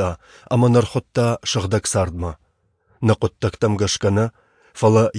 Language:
Ossetic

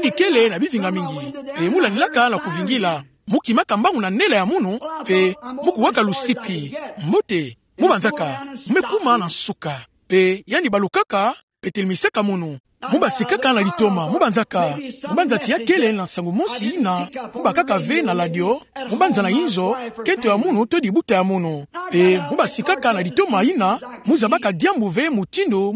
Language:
Kituba (Democratic Republic of Congo)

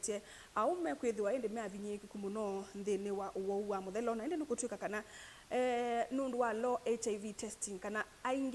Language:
Kamba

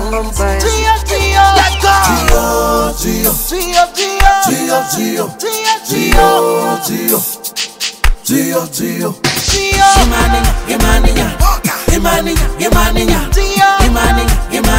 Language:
Swahili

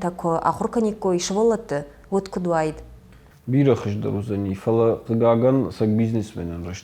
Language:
Ossetic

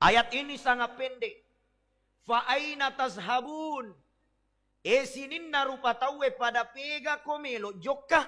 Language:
Buginese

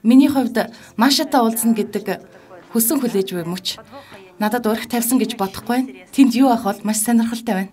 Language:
Mongolian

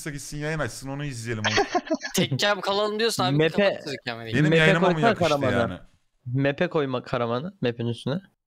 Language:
Turkish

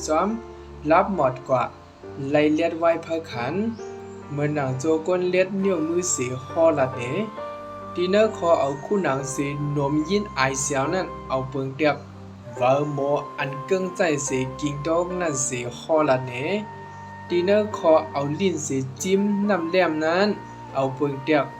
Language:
Shan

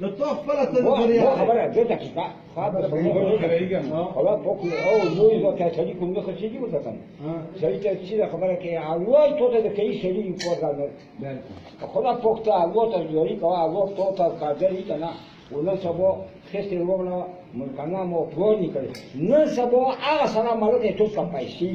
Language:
Pashto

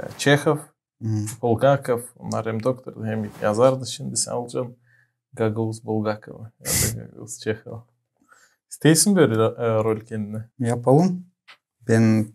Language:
Gagauz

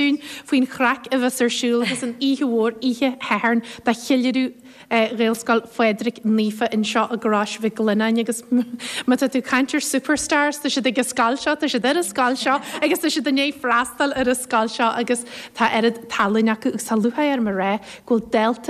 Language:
Irish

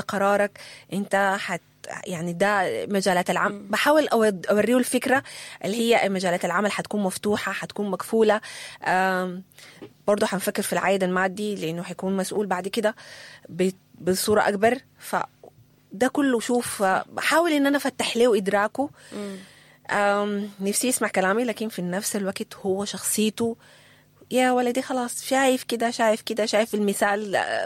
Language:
Sudanese Arabic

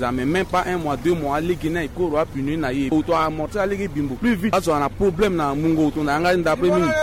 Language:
Sango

